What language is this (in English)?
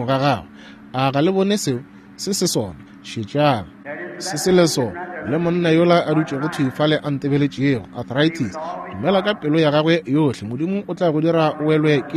Northern Sotho